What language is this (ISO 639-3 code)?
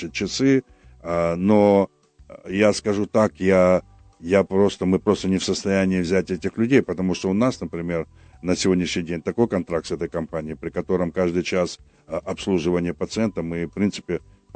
rus